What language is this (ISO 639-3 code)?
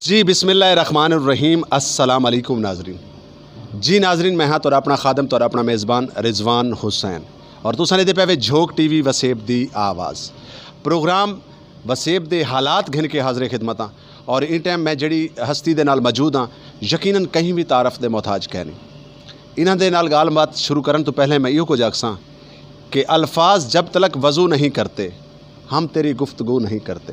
skr